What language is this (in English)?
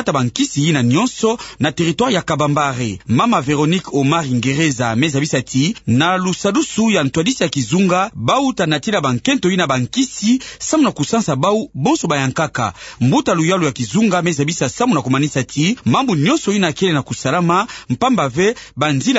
Kituba (Democratic Republic of Congo)